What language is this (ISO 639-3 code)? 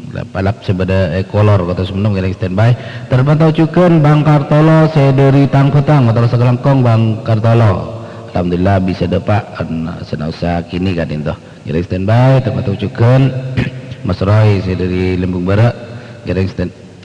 mad